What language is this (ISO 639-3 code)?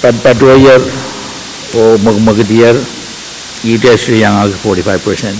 pon